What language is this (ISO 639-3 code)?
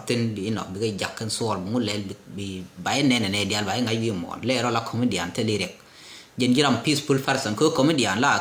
nus